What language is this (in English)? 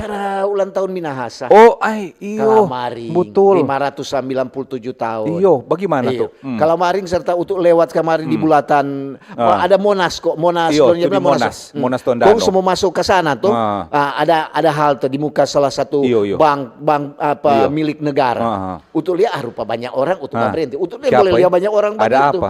Manado Malay